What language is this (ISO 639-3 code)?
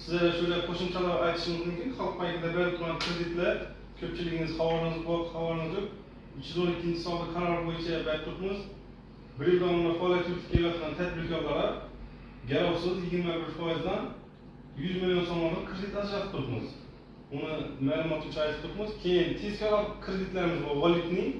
uzb